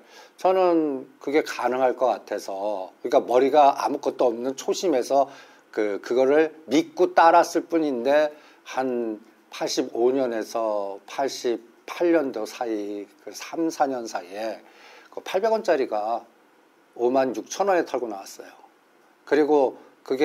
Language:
Korean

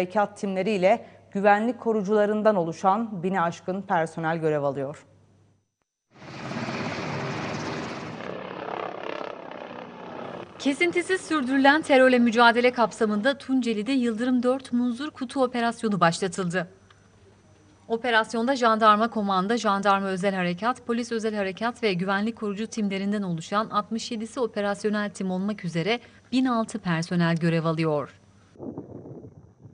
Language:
Turkish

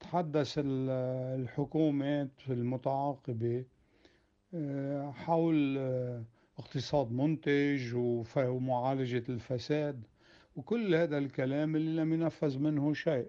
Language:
North Levantine Arabic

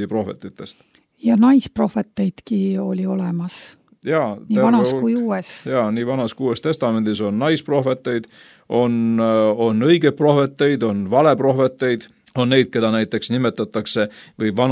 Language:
Estonian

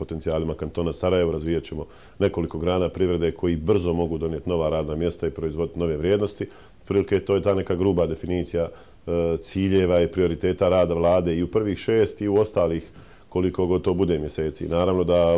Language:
Bosnian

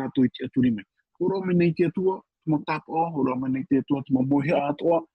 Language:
Tahitian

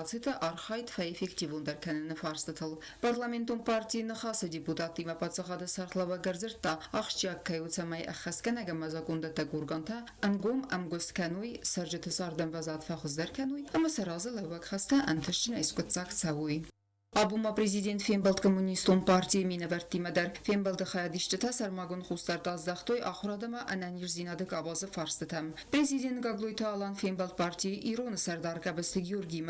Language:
Ossetic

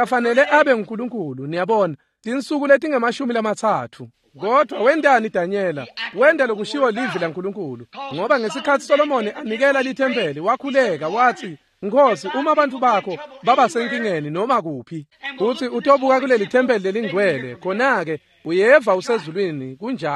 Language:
Swati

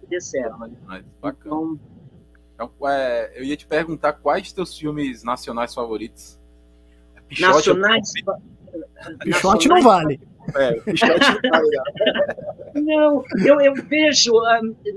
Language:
Portuguese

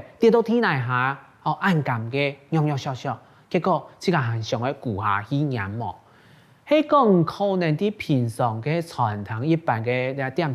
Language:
Hakka Chinese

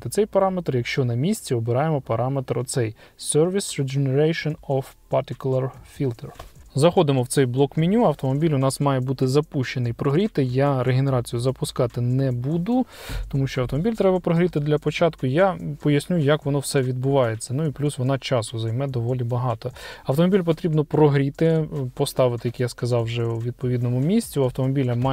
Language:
Ukrainian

